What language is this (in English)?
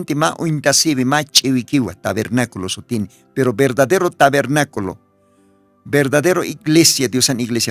Aymara